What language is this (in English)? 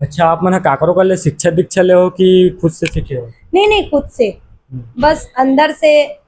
Chhattisgarhi